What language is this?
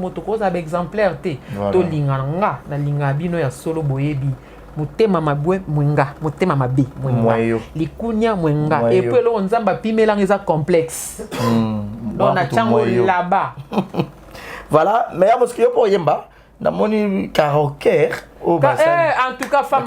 Lingala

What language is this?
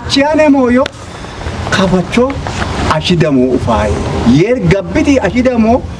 Kafa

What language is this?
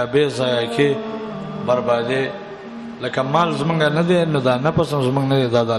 Pashto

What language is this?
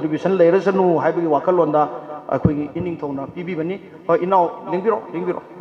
Manipuri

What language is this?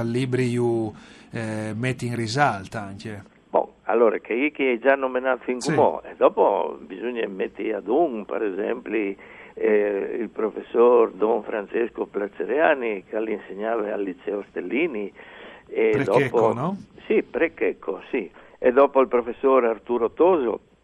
Friulian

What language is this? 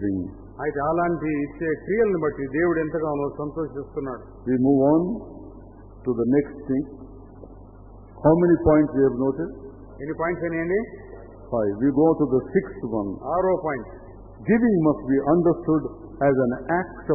Telugu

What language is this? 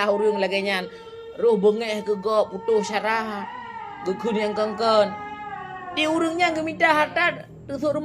Achinese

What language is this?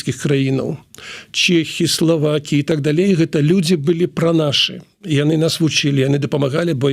Belarusian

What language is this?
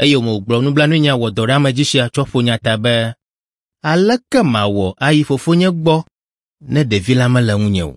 Ewe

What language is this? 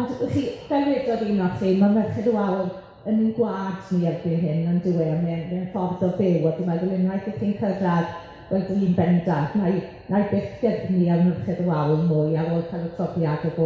Welsh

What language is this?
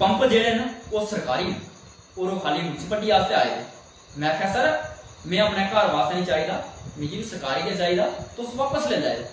Dogri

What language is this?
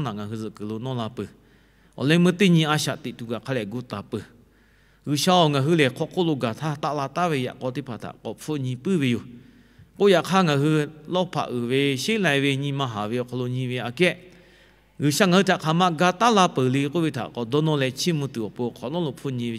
Lahu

